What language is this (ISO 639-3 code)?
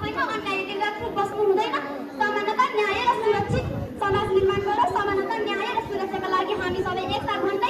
nep